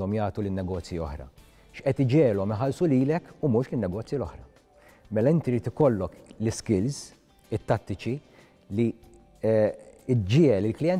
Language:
Maltese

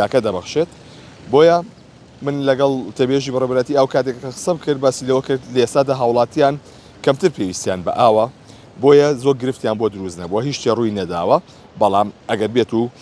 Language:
Central Kurdish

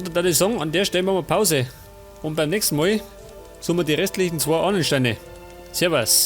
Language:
Bavarian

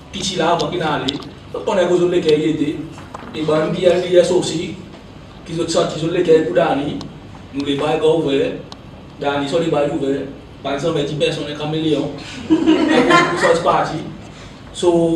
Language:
Seselwa Creole French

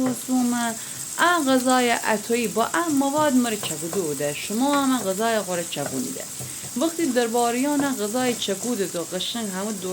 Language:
Gilaki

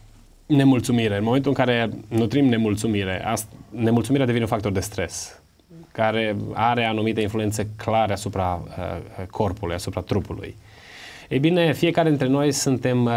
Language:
Romanian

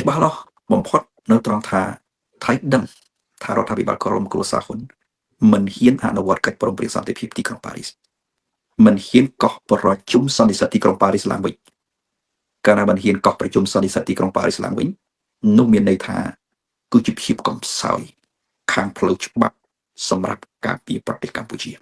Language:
Khmer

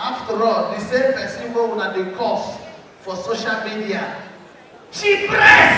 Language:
Nigerian Pidgin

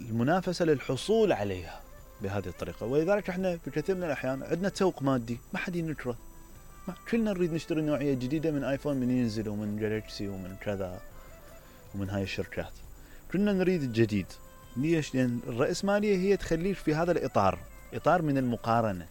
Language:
Mesopotamian Arabic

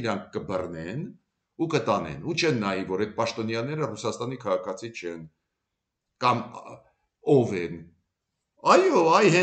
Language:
Armenian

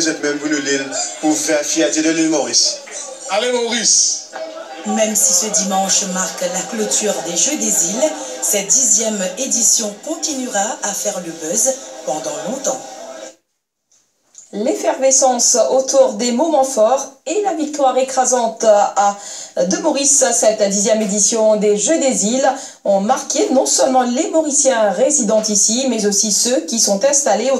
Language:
French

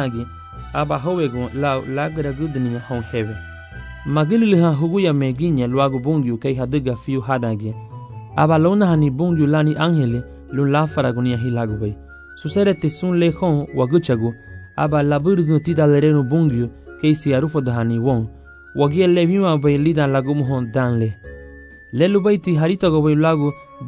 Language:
Garifuna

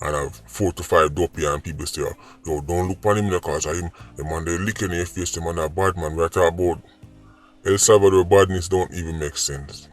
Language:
Jamaican Creole English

